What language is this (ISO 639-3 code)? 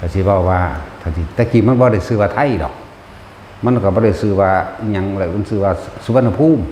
tts